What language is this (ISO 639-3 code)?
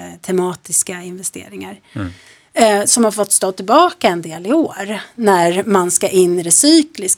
swe